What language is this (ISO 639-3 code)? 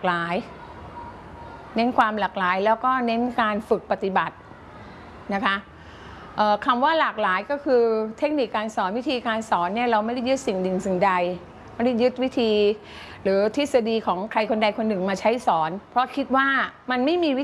tha